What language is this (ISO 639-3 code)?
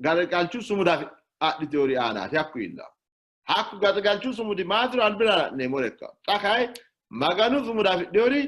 sid